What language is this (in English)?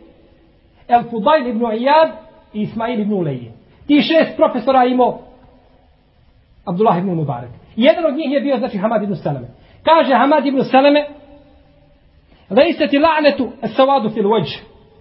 Bosnian